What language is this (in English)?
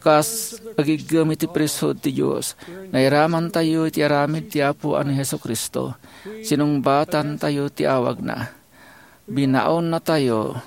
Iloko